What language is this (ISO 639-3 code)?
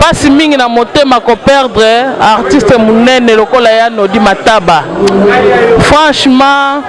lin